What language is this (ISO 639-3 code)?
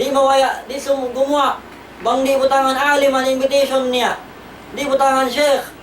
tsg